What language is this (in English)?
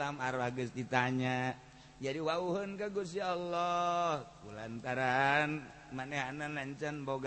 Sundanese